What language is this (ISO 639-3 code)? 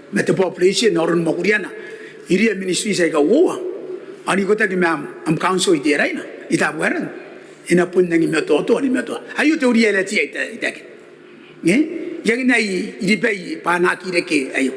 gil